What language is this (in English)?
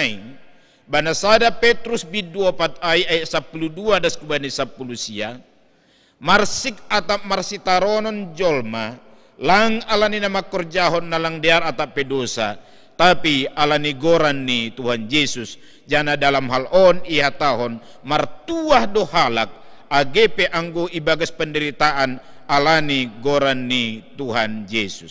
Batak Simalungun